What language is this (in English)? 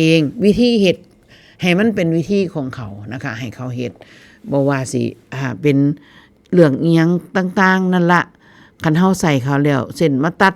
Northeastern Thai